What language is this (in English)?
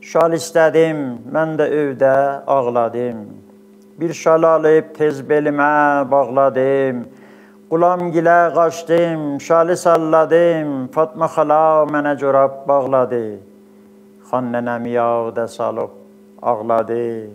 South Azerbaijani